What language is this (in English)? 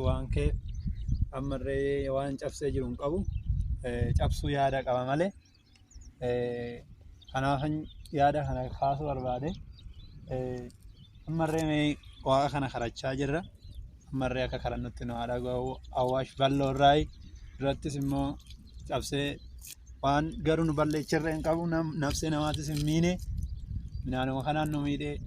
Oromo